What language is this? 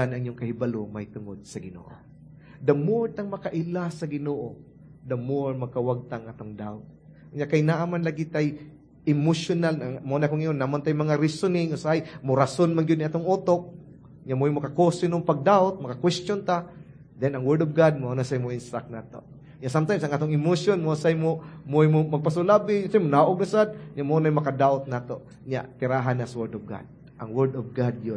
Cebuano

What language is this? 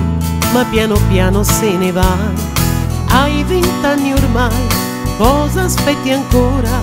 Italian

